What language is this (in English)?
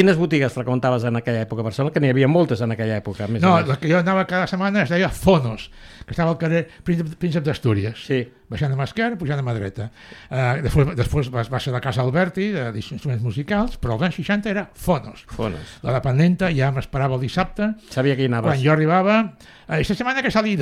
Catalan